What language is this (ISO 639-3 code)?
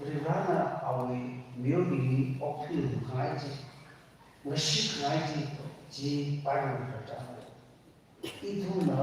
nmf